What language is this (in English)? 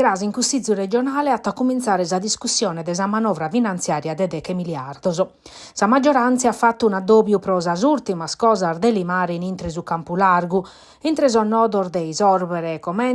Sardinian